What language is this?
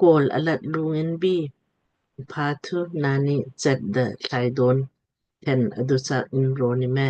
Lamkang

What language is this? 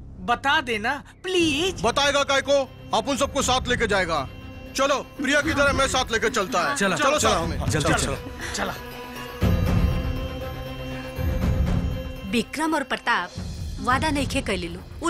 Bhojpuri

